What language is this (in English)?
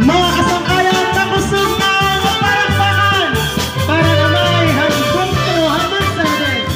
Waray